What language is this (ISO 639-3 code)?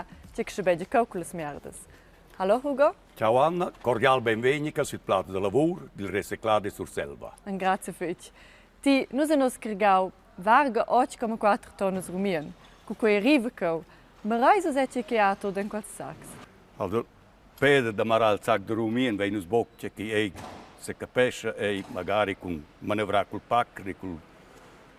roh